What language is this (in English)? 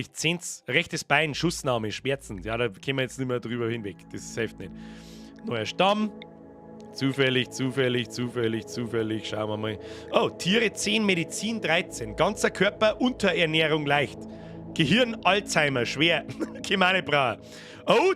Bavarian